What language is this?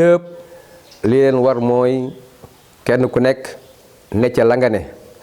Wolof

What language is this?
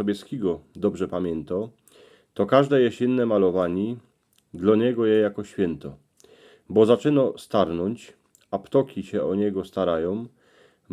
Silesian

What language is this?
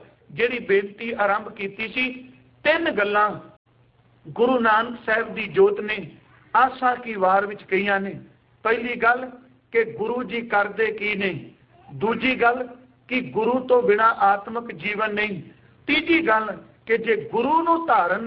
Punjabi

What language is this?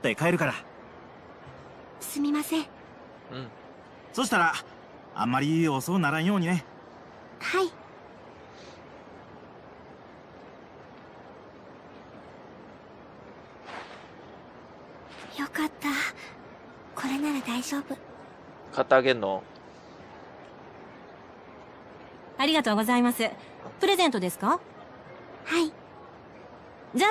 Japanese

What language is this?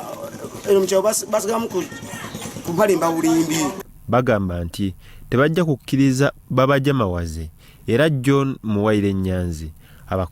Ganda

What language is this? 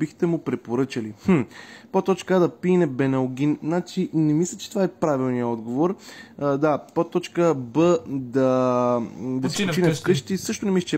Bulgarian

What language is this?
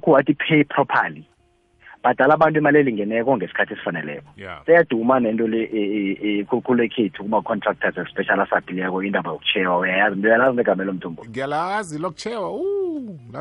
South Ndebele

